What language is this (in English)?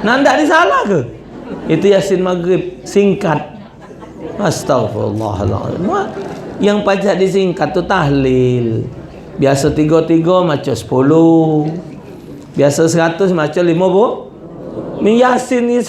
Musi